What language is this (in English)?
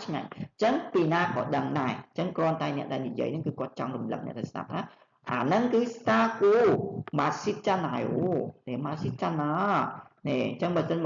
Khmer